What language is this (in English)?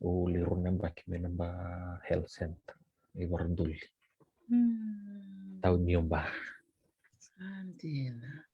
Fijian